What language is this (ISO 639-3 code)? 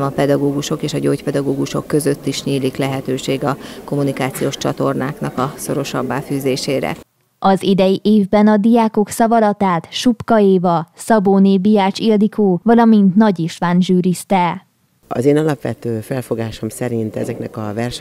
hun